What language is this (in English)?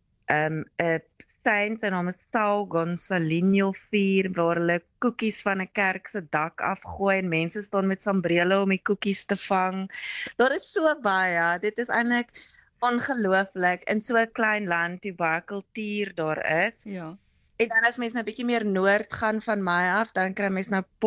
Afrikaans